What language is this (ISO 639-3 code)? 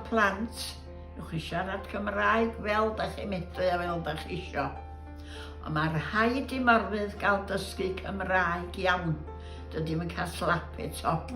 cym